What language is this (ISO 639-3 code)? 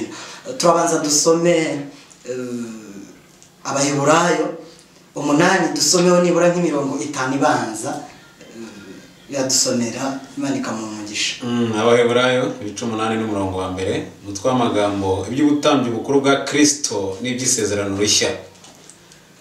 kin